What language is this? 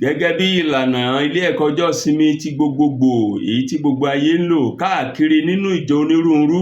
Yoruba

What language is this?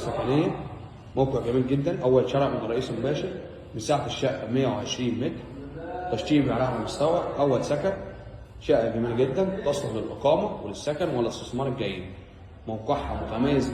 Egyptian Arabic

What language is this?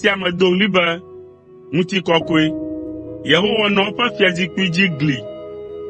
Ewe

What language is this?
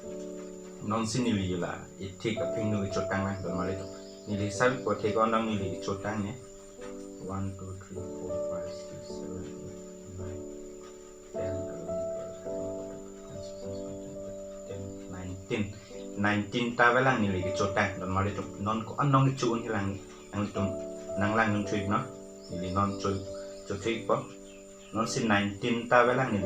Karbi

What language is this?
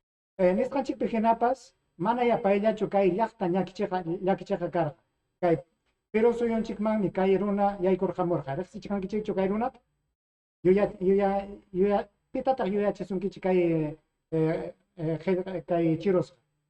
Ayacucho Quechua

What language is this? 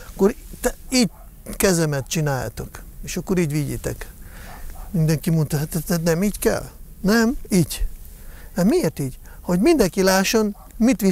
Hungarian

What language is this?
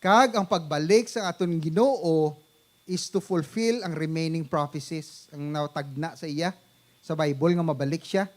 Hiligaynon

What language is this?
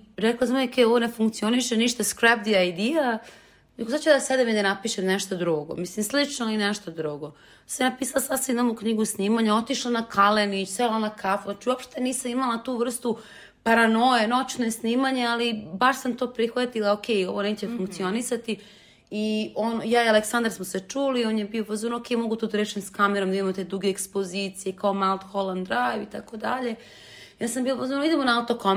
Serbian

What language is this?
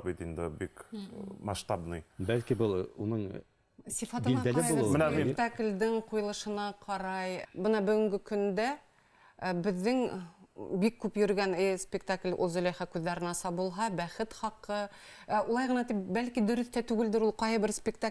Bashkir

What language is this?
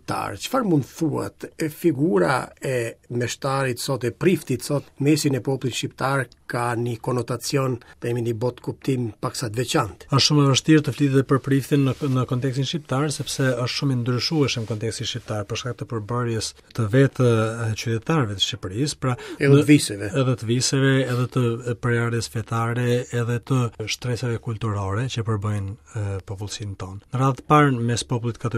Albanian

